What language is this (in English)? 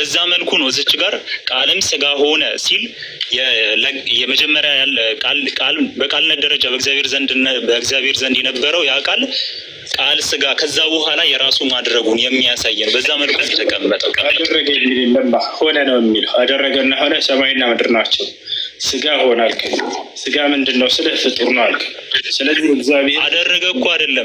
Amharic